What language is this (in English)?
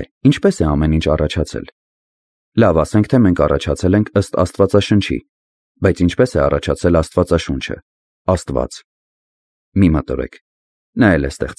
Armenian